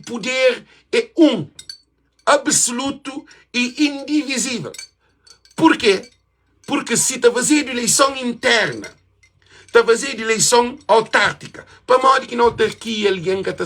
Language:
Kabuverdianu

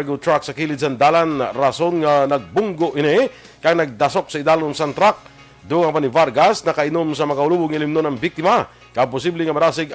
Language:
Hiligaynon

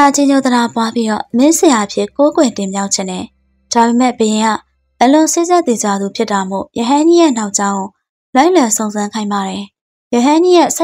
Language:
Burmese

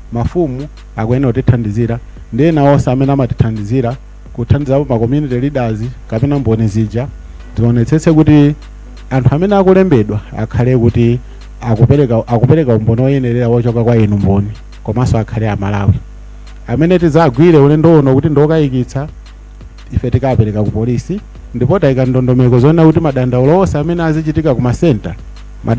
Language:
Nyanja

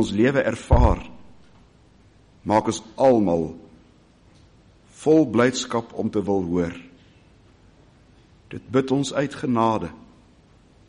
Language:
Afrikaans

